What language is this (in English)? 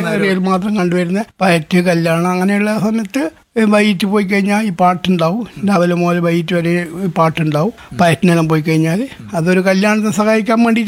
Malayalam